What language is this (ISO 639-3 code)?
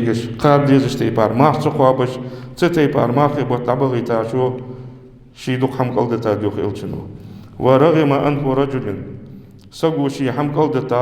inh